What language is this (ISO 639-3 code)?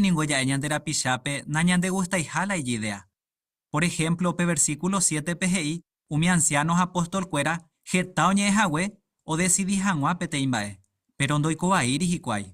grn